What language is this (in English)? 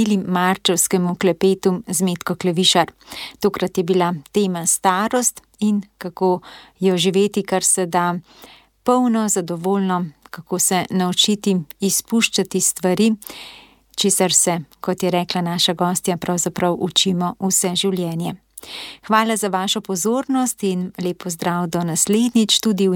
Slovenian